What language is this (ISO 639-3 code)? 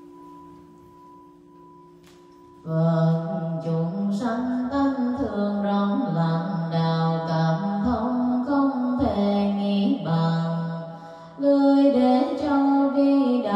vie